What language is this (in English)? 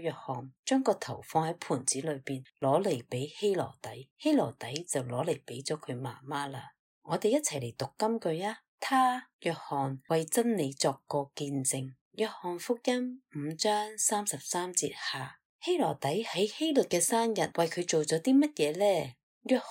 Cantonese